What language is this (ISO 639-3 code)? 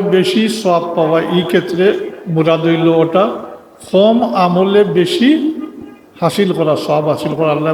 syl